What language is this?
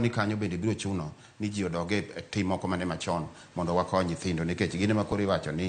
Luo (Kenya and Tanzania)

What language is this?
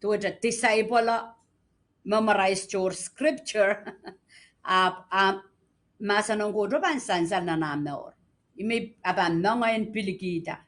Pohnpeian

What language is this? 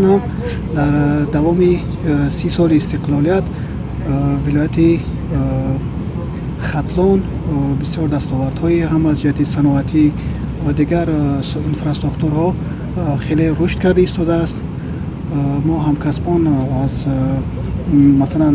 Tajik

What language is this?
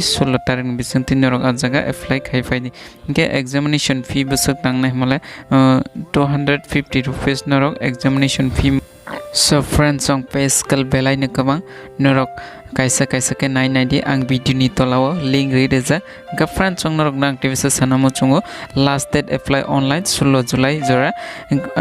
Kok Borok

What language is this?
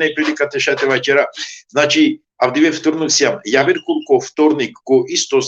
Balkan Romani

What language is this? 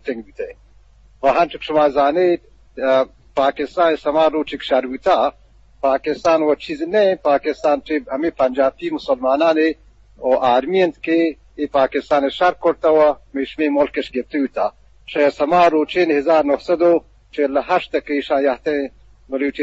Eastern Balochi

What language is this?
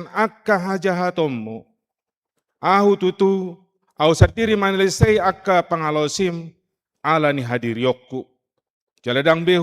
Batak Toba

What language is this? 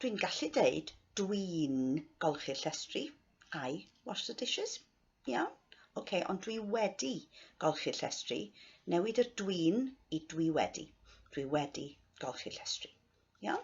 Welsh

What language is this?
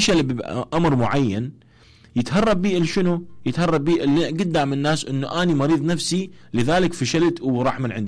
Mesopotamian Arabic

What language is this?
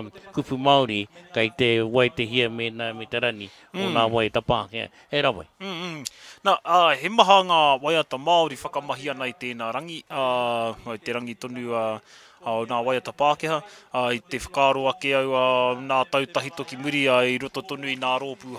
Māori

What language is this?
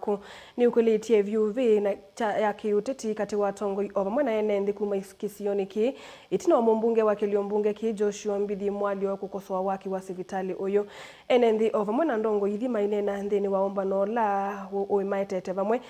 Kamba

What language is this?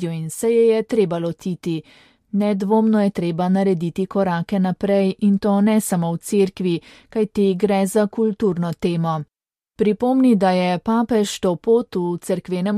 Slovenian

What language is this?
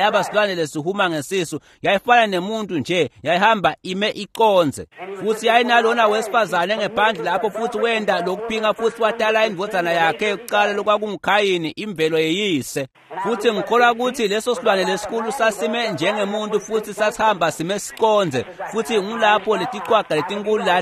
Swati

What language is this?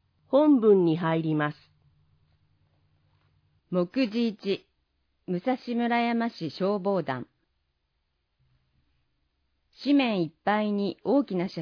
Japanese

